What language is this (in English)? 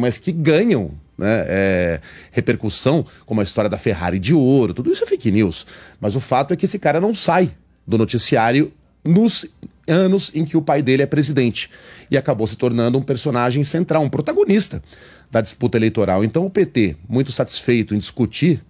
Portuguese